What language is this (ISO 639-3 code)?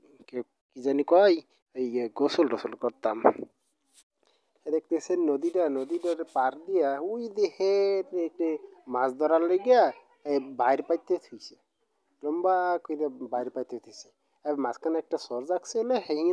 ben